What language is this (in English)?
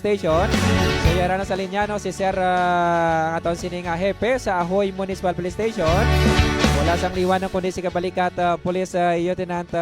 Hiligaynon